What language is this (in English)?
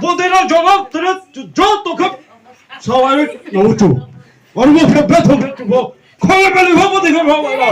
Riang (India)